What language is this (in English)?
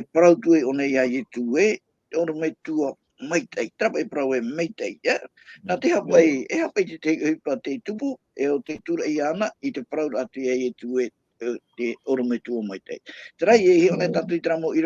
Tahitian